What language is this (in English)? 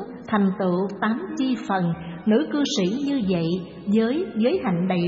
Vietnamese